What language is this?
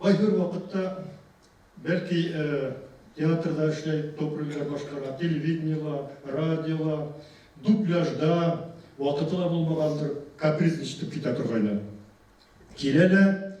Bashkir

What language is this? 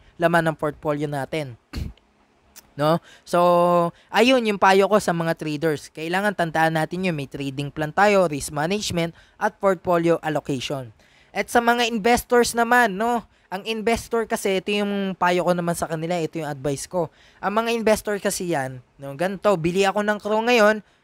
Filipino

